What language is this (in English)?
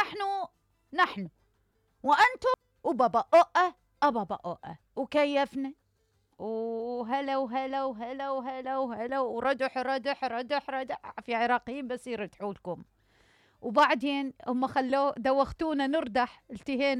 Mesopotamian Arabic